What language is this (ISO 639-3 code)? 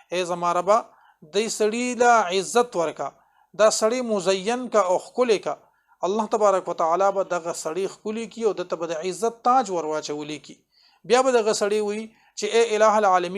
pus